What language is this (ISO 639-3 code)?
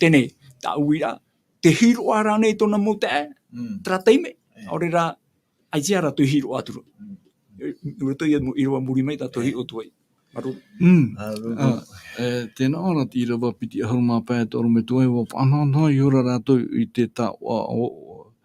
tah